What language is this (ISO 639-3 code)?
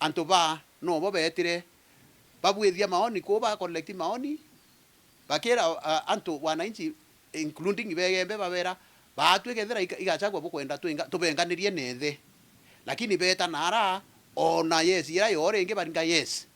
mer